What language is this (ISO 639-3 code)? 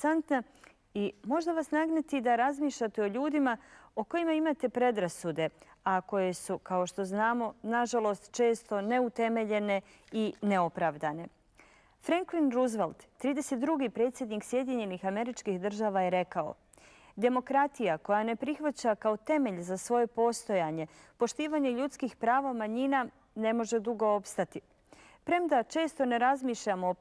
bos